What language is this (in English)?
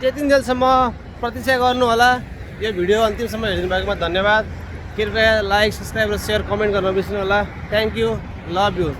Nepali